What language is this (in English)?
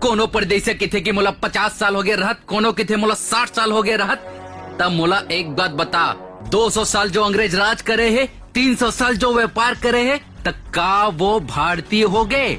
Chhattisgarhi